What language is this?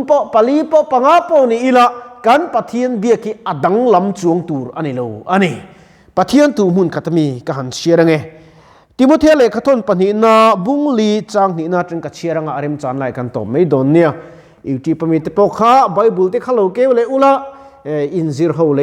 Mizo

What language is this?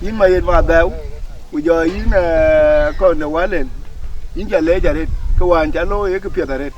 Dinka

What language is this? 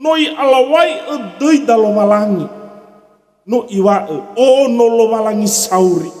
Nias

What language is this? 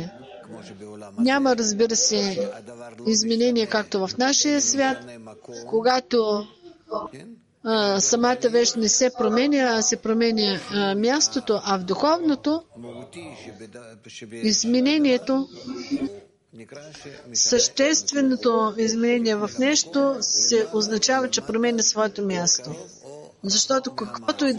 Bulgarian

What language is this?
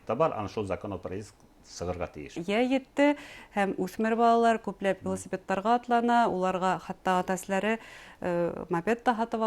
Bashkir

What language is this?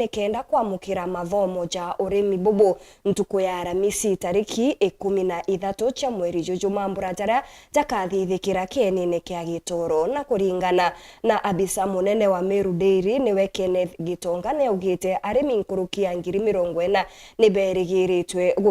Meru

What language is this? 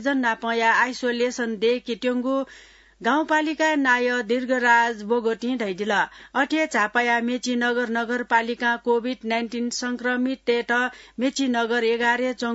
Newari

